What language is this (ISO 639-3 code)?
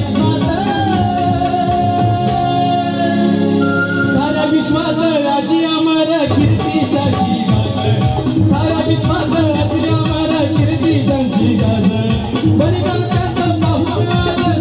mar